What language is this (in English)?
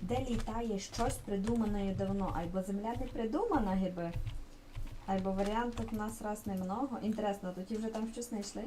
Rusyn